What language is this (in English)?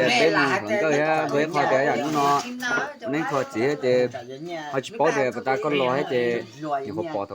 Hmong